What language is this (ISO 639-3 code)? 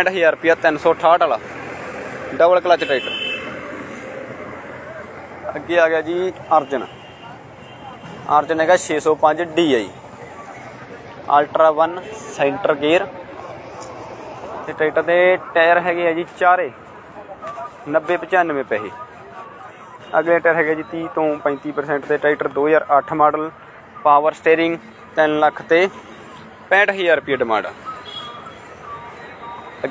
pan